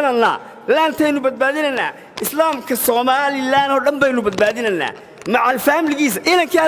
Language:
Somali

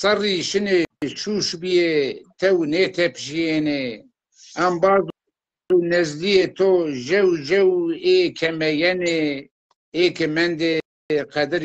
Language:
Zaza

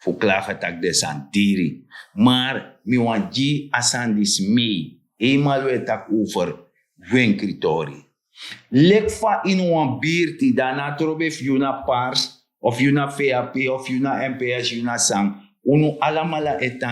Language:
Sranan Tongo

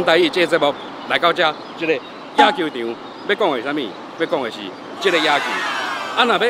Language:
Min Nan Chinese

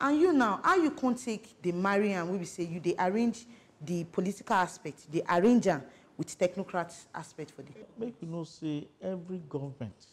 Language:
Nigerian Pidgin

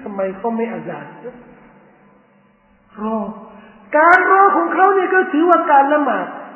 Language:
Thai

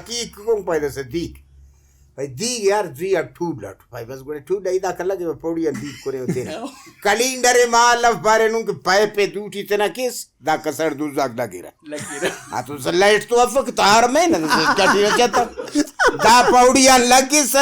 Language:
Brahui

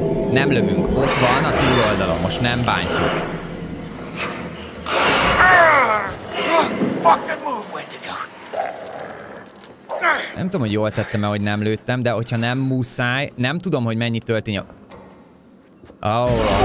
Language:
Hungarian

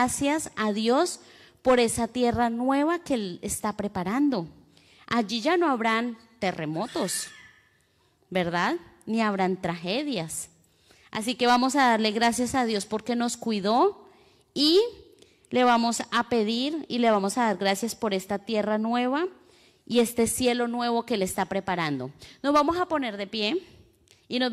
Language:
Spanish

